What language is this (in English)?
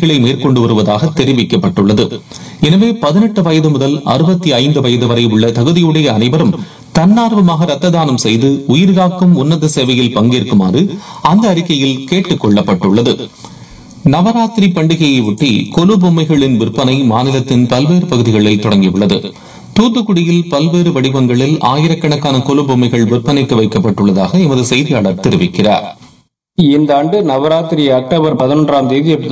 Tamil